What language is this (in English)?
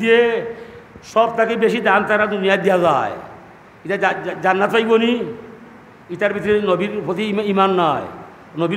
Sylheti